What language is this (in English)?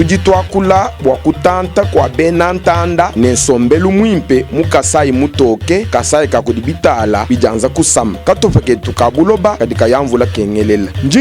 Luba-Lulua